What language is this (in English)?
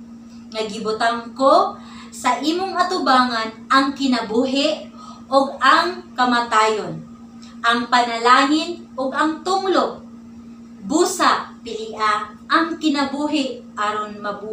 Cebuano